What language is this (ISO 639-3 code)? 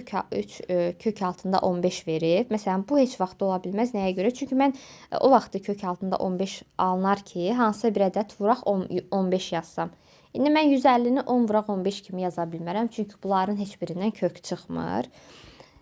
aze